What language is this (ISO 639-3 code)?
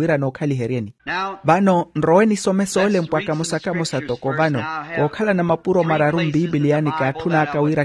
vmw